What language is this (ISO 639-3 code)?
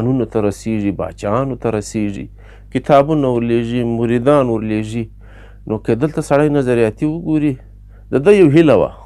pus